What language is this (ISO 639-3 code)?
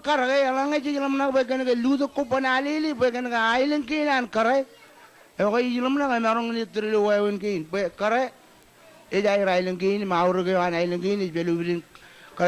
mah